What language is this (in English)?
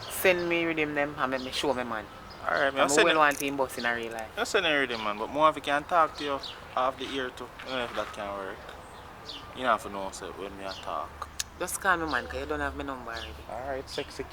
Jamaican Creole English